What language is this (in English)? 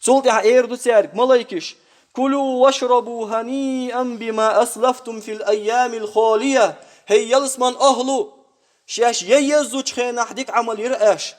Chechen